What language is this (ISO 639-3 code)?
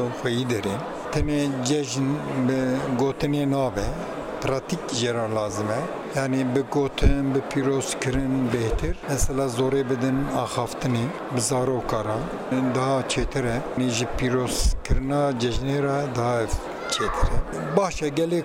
kur